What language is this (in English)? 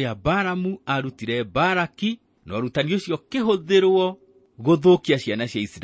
Kikuyu